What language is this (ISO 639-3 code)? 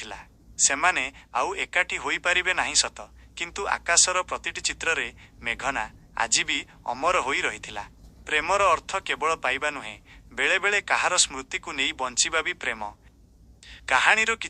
ori